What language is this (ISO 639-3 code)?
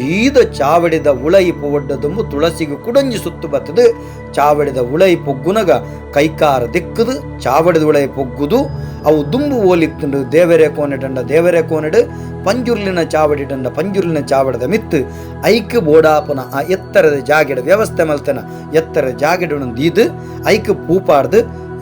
tcy